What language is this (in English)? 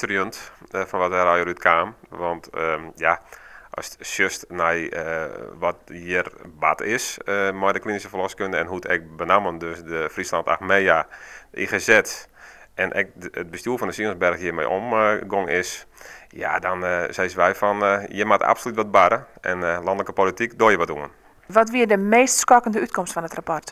Western Frisian